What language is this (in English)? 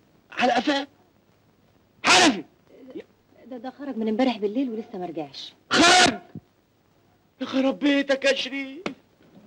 Egyptian Arabic